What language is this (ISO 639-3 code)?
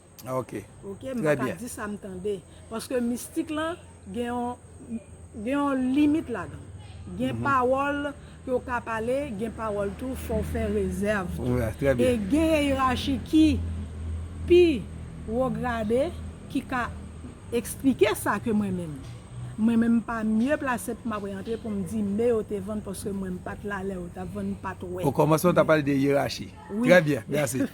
hat